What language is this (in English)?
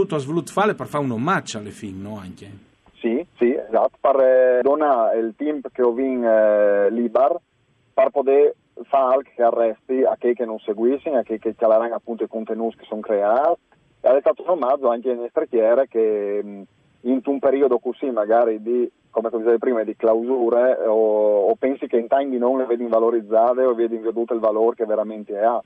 Friulian